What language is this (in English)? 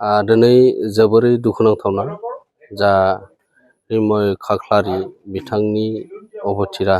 Bodo